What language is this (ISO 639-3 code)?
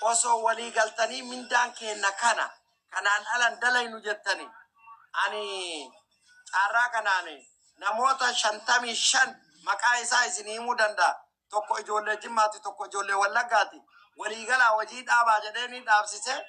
orm